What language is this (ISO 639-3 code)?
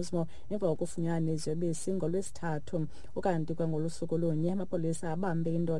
xho